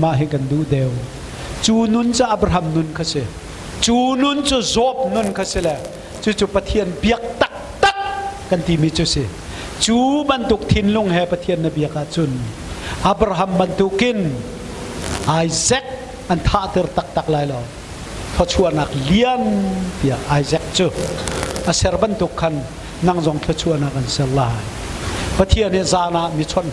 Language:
Hakha Chin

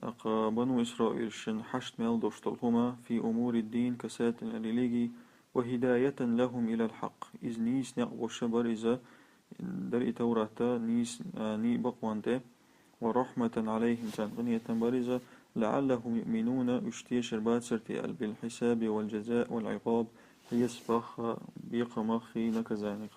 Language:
Chechen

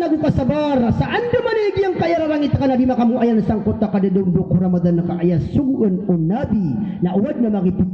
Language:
Maranao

